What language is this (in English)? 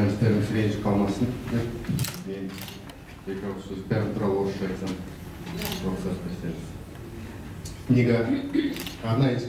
Kazakh